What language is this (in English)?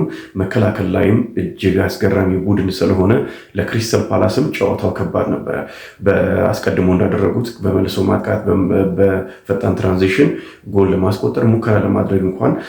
Amharic